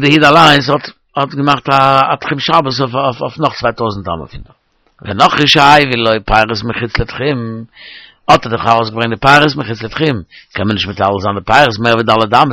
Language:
Yiddish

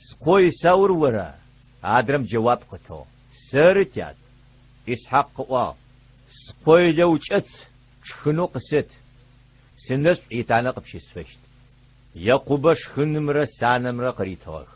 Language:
Adyghe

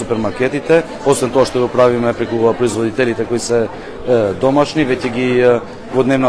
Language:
Macedonian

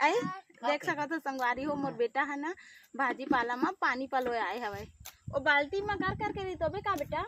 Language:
Chhattisgarhi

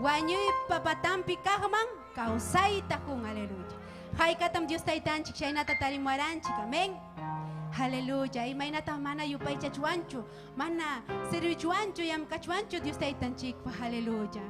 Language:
Ayacucho Quechua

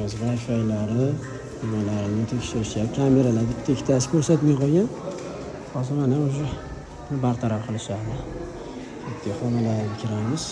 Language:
Uzbek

